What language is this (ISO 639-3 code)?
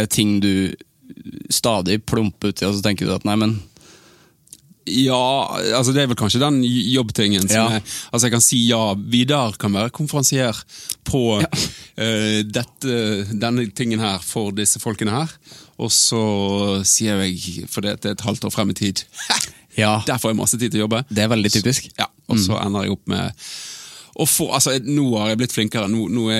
nor